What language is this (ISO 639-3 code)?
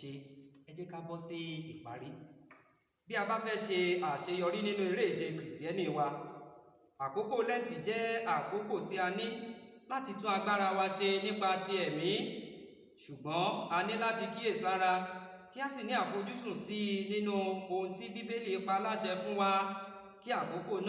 yor